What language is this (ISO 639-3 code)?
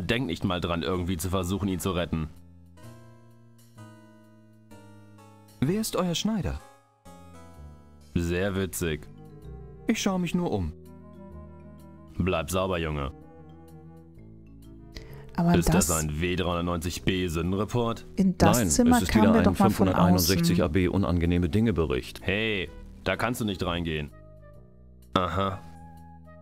deu